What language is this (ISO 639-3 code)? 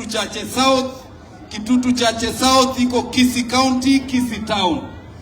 swa